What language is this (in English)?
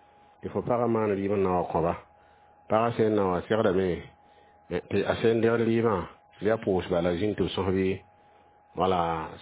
Mossi